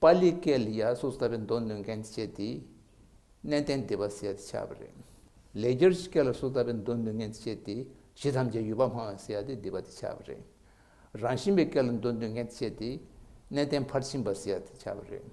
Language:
Tibetan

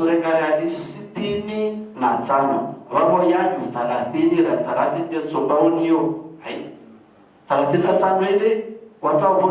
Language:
Ngazidja Comorian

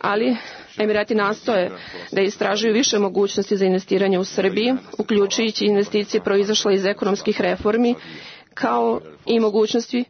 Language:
Serbian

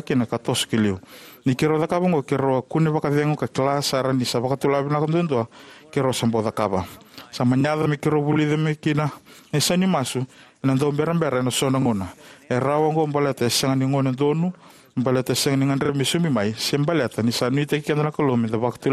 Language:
Fijian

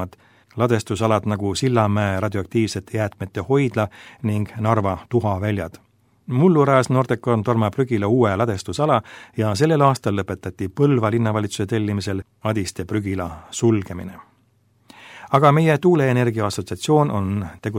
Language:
Estonian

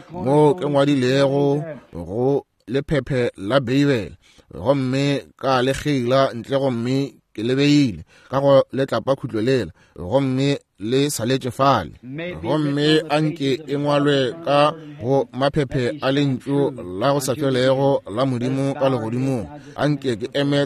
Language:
Northern Sotho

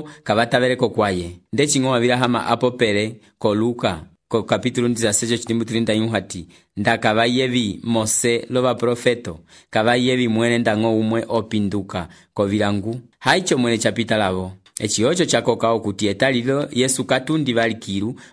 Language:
Umbundu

